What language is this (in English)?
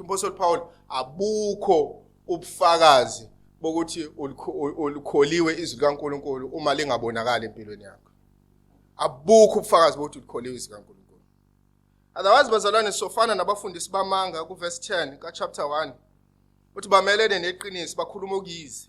Zulu